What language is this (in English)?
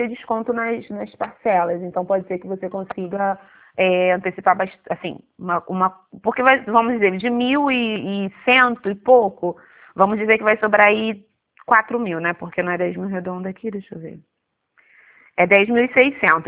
Portuguese